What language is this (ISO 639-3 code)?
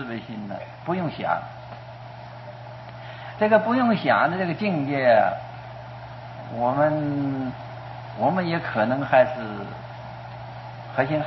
zho